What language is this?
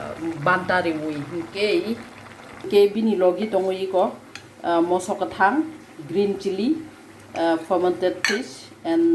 Kok Borok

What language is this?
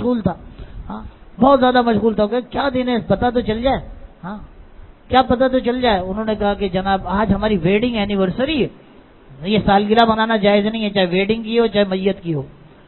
Urdu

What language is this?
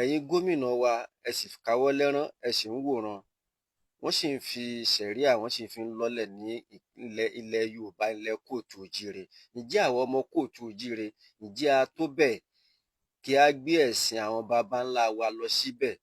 Yoruba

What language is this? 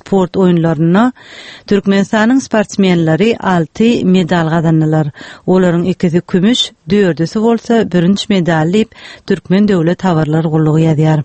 Turkmen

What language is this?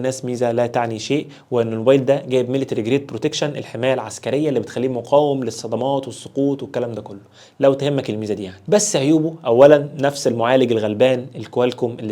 Egyptian Arabic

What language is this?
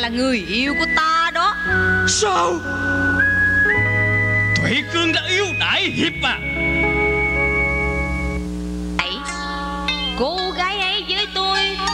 Vietnamese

